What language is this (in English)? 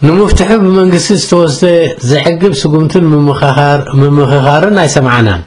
Tigrinya